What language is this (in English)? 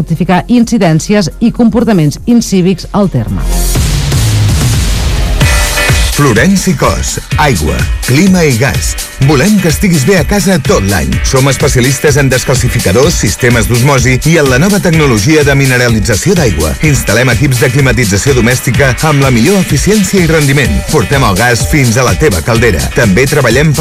Catalan